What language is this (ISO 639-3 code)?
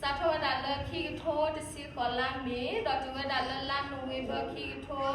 ksw